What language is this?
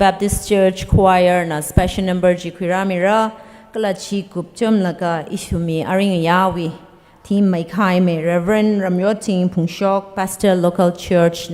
Tangkhul Naga (India)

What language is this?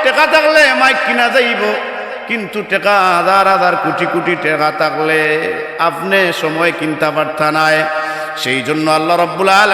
Sylheti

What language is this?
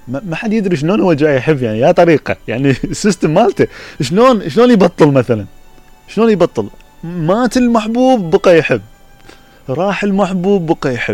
Mesopotamian Arabic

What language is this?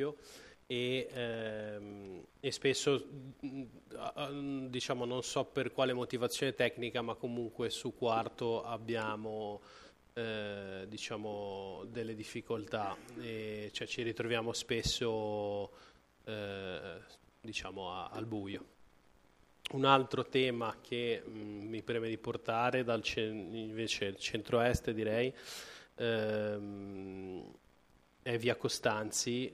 Italian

